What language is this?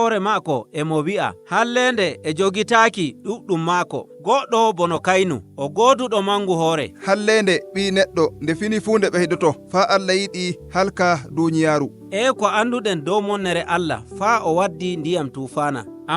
Nigerian Fulfulde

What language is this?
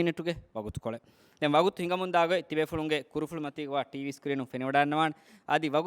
Divehi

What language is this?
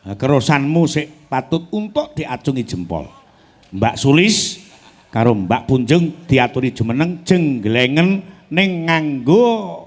Javanese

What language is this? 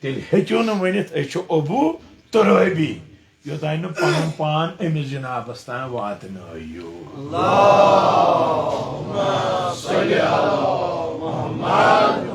Kashmiri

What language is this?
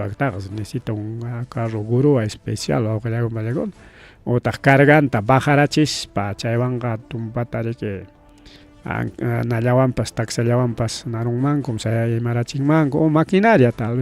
Ayacucho Quechua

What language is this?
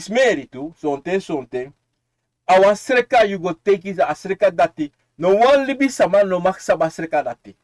Sranan Tongo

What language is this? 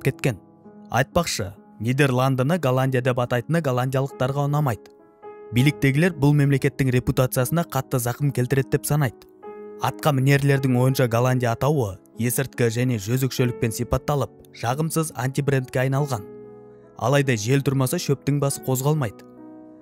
Kazakh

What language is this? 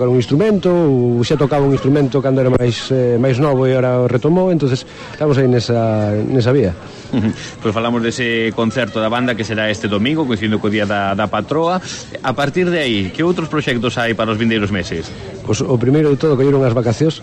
Galician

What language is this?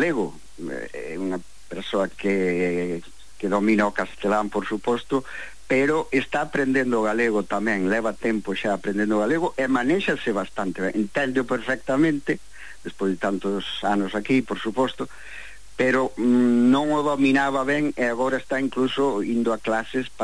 Galician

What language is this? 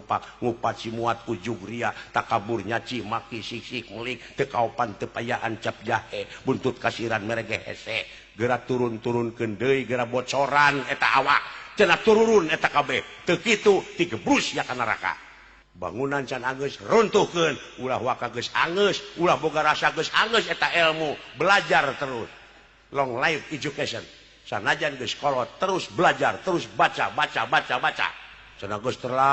Sundanese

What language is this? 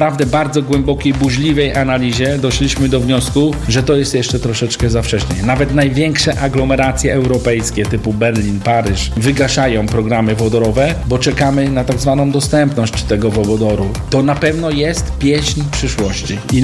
Polish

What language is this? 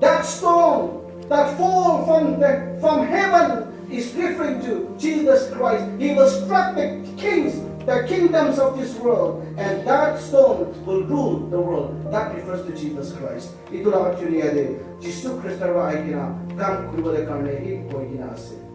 Naga Pidgin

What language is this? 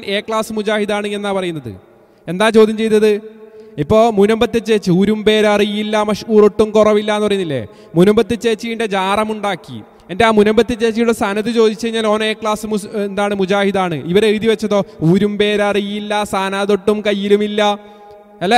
Malayalam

